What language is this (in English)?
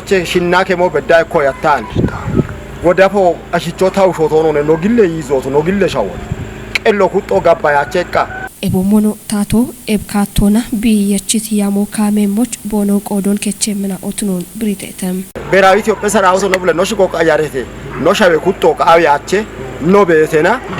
Kafa